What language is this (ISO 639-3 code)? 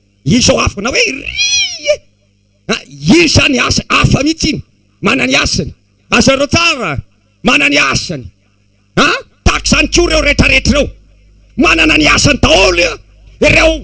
mlg